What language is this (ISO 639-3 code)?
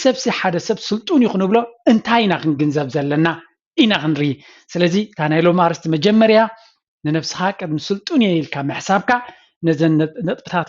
tir